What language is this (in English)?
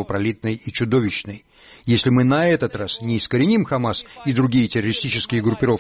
Russian